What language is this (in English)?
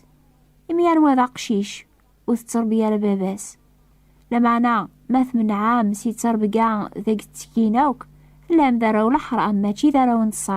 Kabyle